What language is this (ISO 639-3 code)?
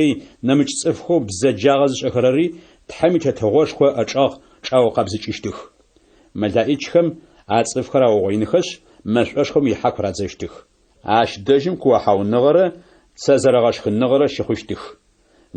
ady